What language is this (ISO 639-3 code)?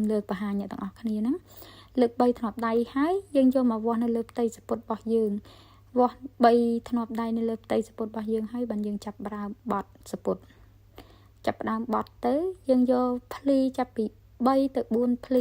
khm